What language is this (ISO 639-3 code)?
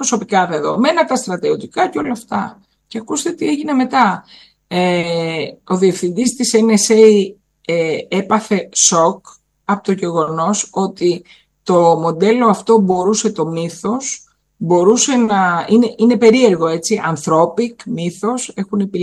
ell